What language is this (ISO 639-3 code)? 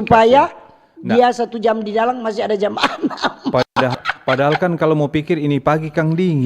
xmm